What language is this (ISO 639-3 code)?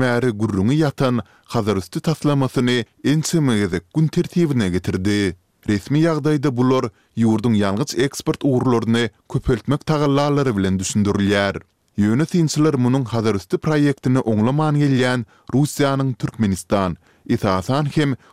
tuk